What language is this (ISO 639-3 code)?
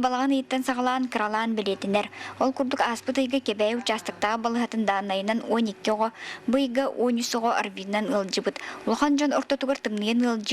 sah